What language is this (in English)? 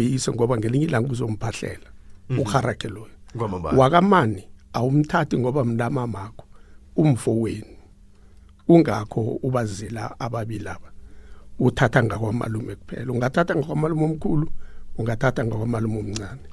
South Ndebele